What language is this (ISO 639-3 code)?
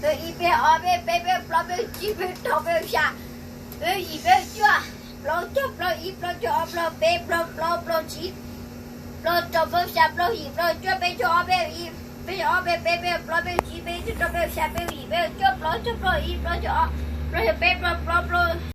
hmn